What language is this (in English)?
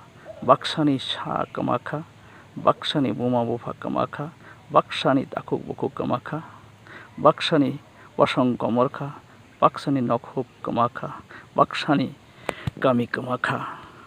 Kok Borok